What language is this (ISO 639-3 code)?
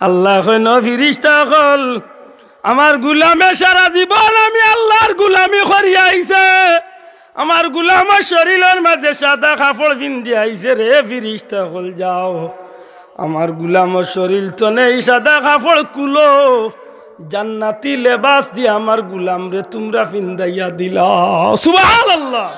syl